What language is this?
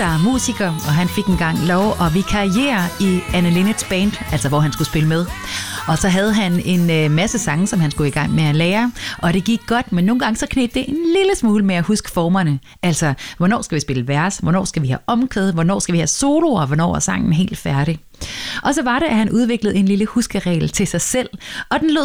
Danish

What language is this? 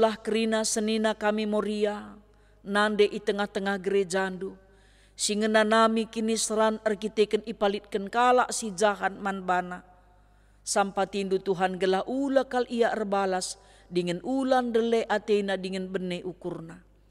Batak Karo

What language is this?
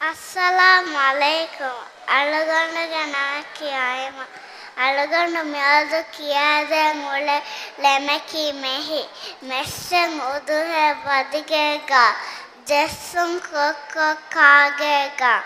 Divehi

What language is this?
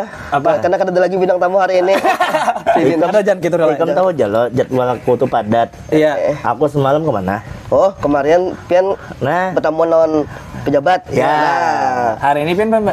Banjar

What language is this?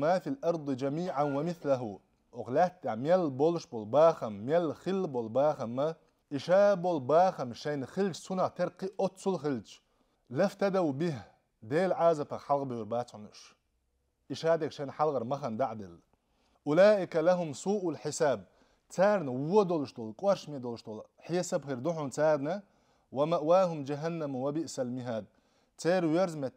Chechen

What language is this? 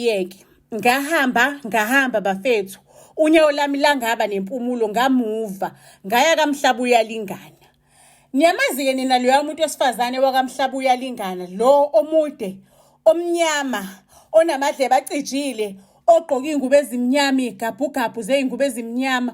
Zulu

